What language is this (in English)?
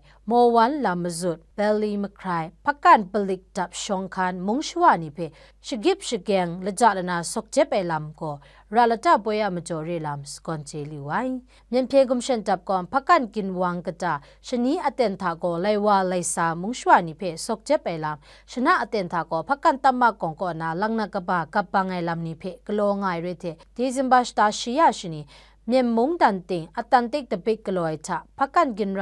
Kachin